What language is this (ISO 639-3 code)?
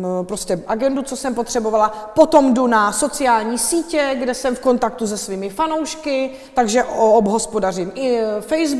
ces